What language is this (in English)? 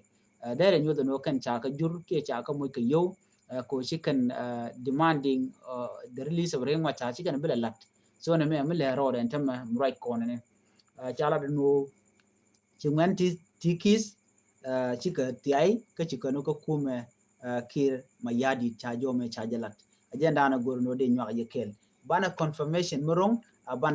Nuer